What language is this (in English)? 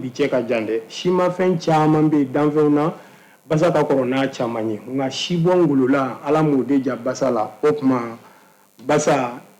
Bambara